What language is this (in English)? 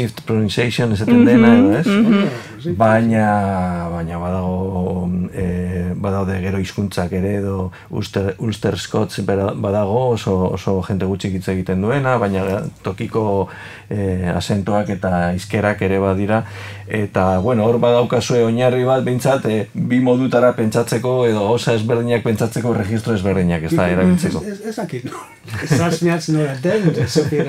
Basque